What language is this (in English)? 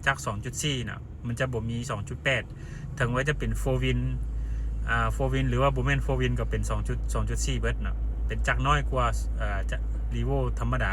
Lao